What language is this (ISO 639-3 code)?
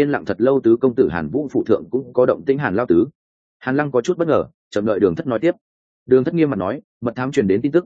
vie